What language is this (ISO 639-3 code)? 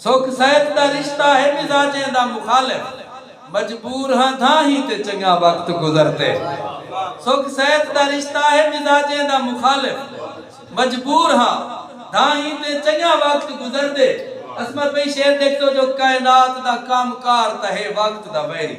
skr